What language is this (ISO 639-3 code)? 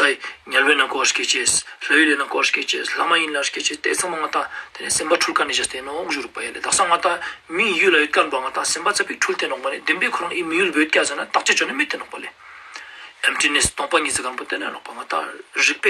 lbj